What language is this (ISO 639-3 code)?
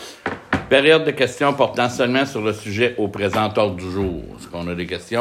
fra